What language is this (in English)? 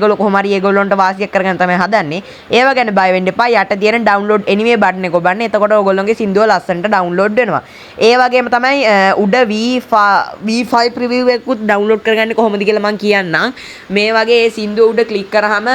Sinhala